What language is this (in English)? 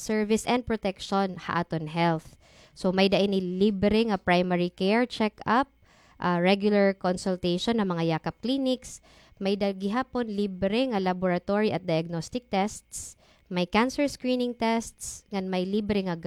Waray